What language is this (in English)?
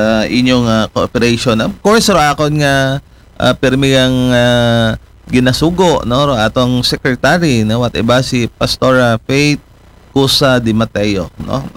Aklanon